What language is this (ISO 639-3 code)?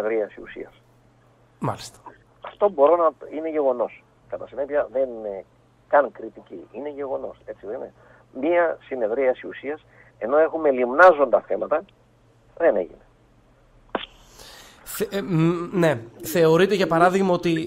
ell